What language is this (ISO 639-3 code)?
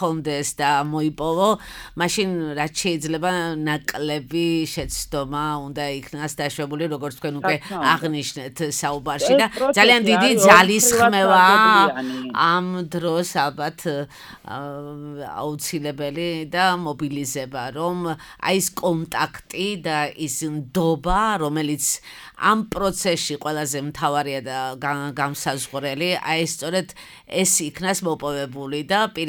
kat